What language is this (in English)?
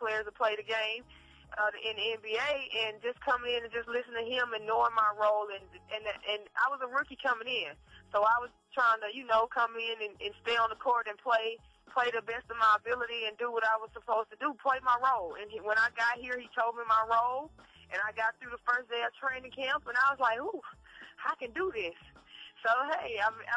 English